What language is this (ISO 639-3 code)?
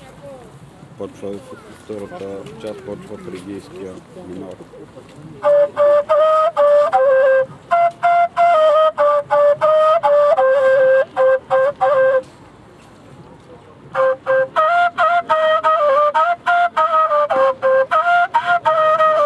bul